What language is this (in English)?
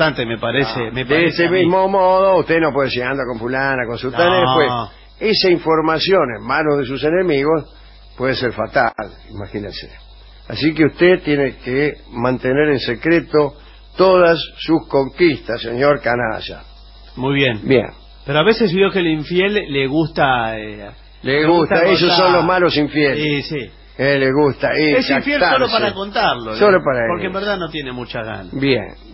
Spanish